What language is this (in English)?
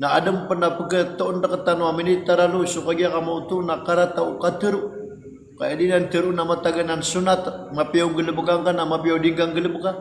Maranao